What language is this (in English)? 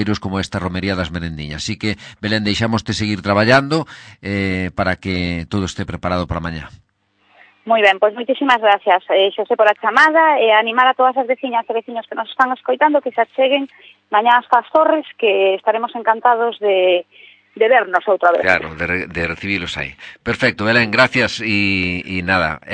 Galician